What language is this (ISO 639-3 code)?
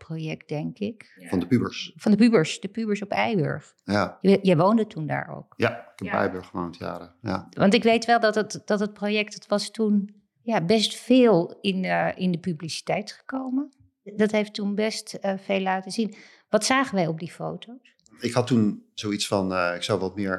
nld